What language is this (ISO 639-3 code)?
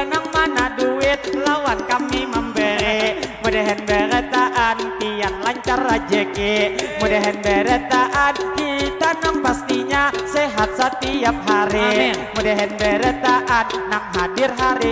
bjn